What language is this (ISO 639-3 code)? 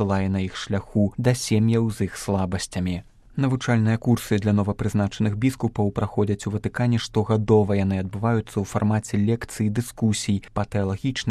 bel